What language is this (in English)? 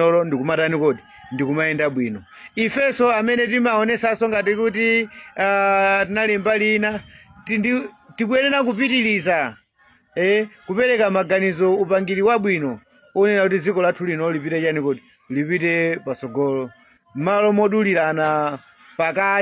Nyanja